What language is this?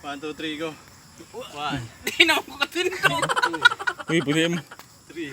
Cebuano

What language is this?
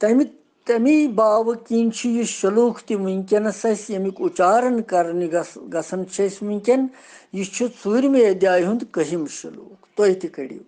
Kashmiri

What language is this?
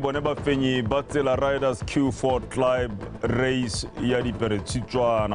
Tswana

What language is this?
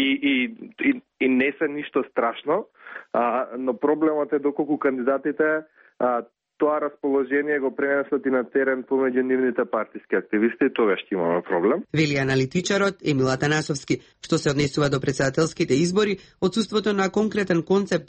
Macedonian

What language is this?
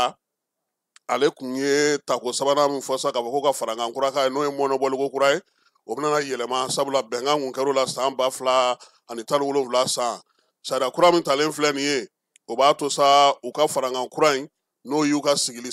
Bambara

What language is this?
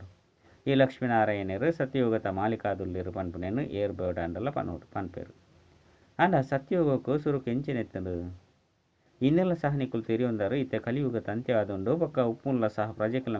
Tulu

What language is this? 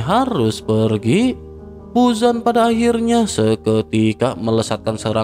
Indonesian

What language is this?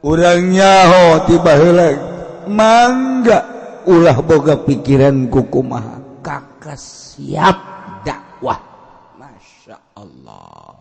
Sundanese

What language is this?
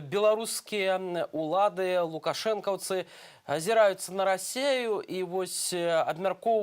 Belarusian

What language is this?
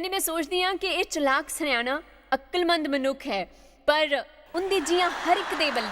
Dogri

